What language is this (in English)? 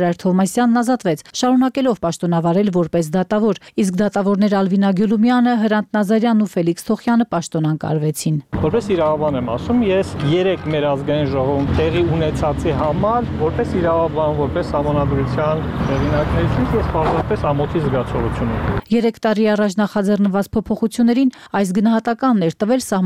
Armenian